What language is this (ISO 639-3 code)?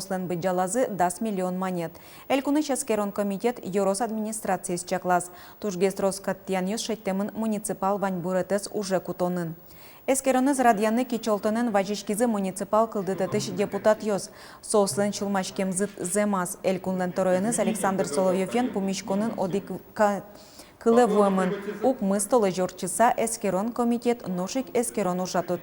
udm